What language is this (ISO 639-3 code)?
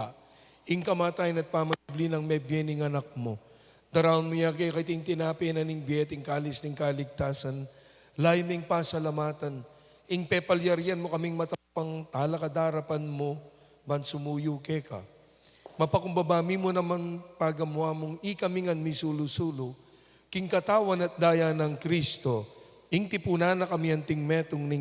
pam